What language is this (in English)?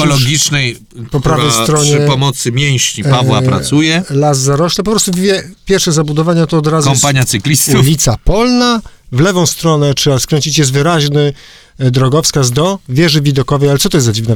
Polish